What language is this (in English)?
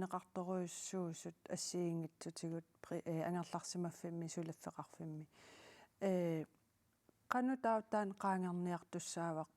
Kalaallisut